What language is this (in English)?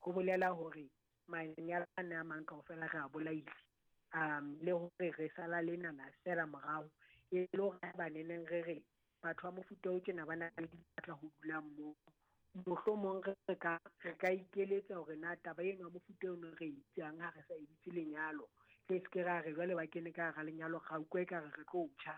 Southern Sotho